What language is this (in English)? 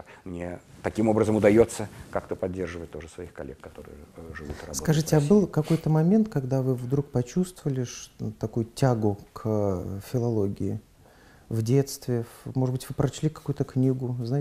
Russian